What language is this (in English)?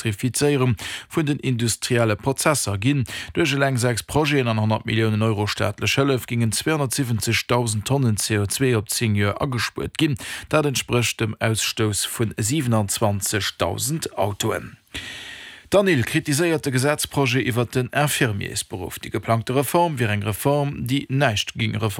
Luxembourgish